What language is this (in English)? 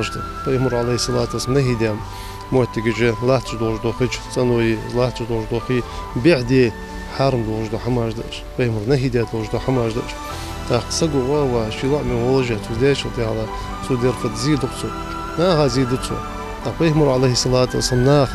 Ingush